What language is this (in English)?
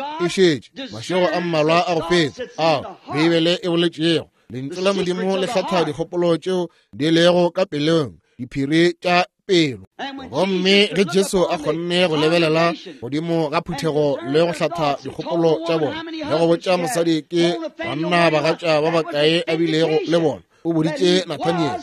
Northern Sotho